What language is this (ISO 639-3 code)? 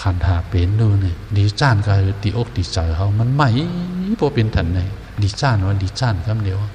shn